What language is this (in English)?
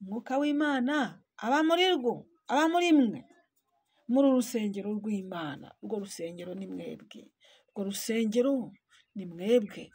Kinyarwanda